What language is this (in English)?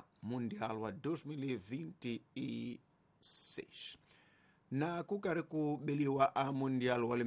Tsonga